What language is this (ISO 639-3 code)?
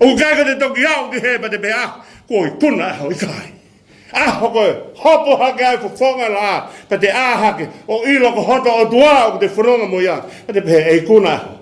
ton